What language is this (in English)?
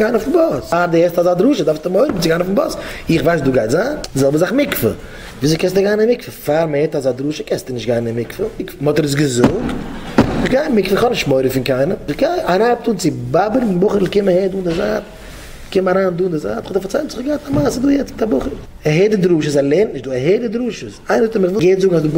Yiddish